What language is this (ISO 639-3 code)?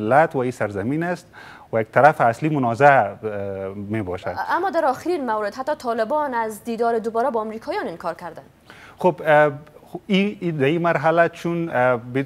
fas